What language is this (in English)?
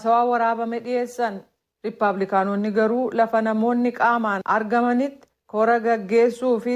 Oromo